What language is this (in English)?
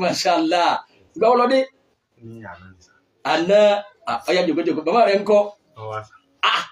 Yoruba